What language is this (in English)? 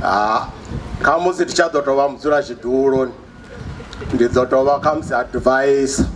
Venda